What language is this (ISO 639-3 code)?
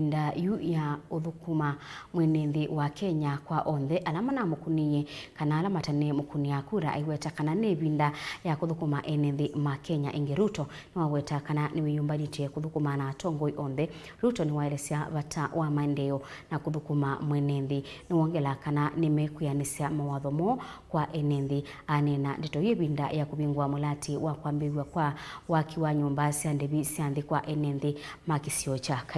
kam